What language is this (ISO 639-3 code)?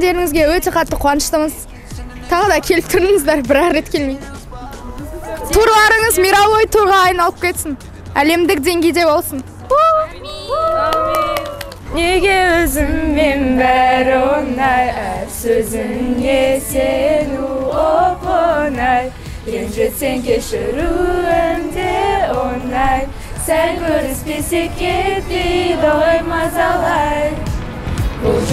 kaz